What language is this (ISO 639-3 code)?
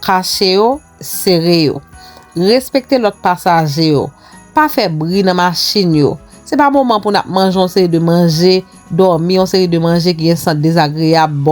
hat